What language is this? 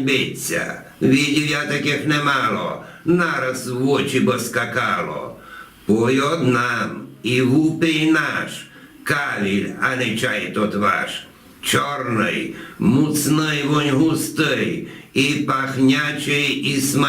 Rusyn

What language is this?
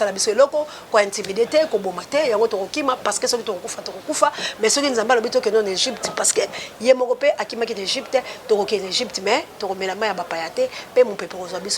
Lingala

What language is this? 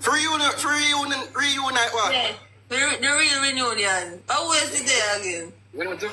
Jamaican Creole English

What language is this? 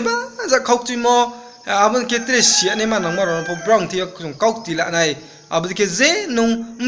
Riang (India)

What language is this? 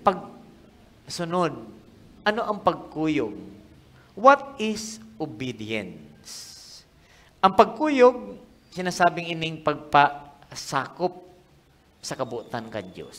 Bikol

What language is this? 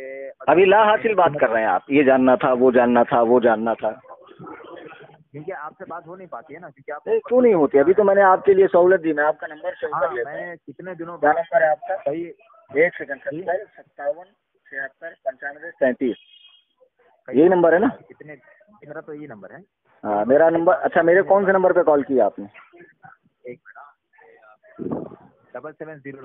Urdu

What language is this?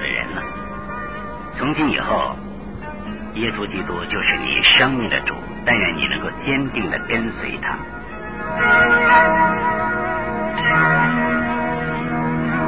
Chinese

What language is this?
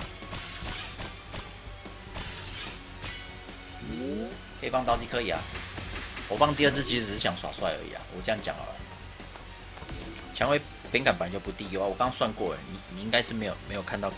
Chinese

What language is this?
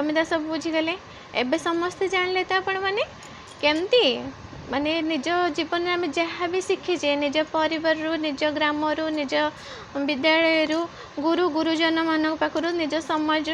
Odia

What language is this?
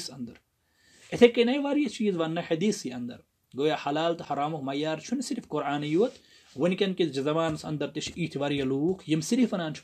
Kashmiri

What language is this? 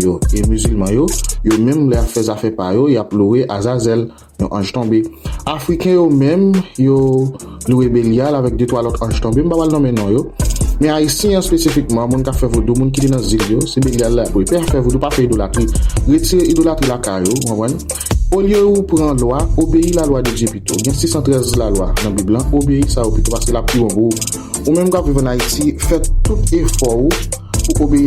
Haitian Creole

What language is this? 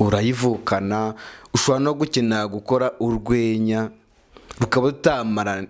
Kinyarwanda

